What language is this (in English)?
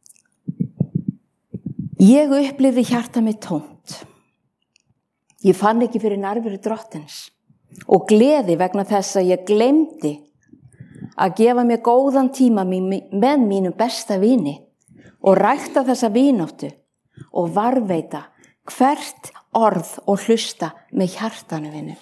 Icelandic